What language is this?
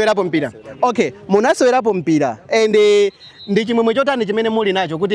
Nyanja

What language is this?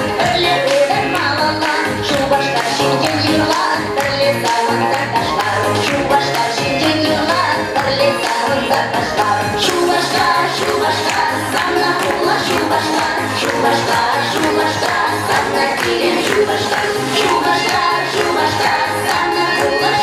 Chuvash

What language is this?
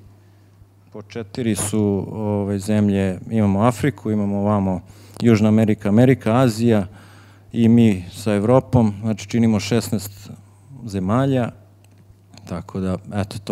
Serbian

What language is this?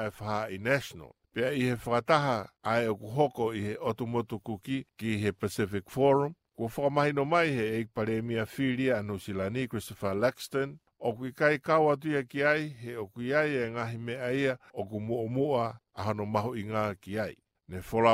Tongan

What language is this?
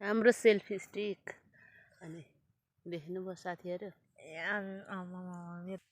Nepali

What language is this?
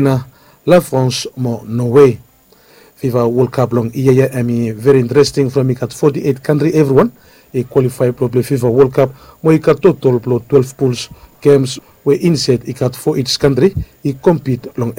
Bislama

